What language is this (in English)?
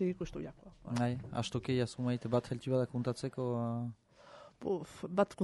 Basque